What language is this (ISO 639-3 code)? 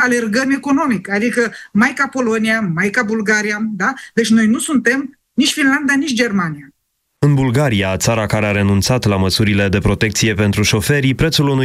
ron